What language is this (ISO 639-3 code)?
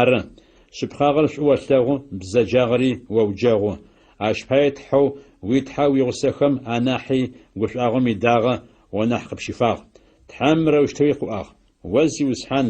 ady